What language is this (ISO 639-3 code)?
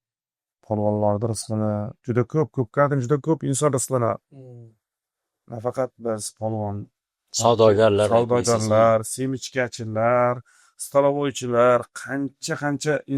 uzb